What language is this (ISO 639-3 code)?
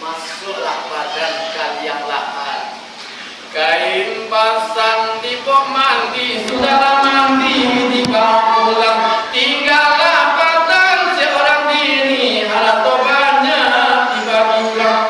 min